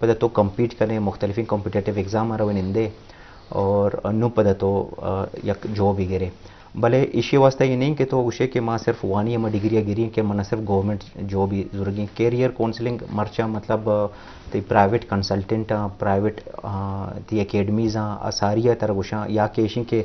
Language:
Eastern Balochi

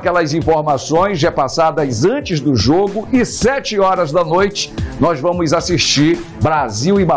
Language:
Portuguese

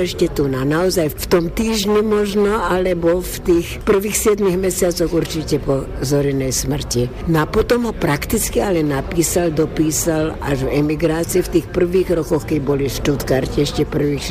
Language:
Slovak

